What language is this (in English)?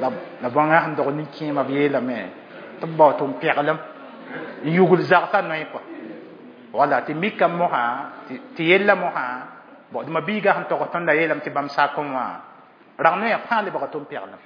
Mossi